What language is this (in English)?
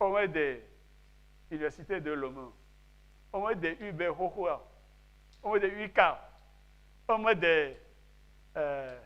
Ewe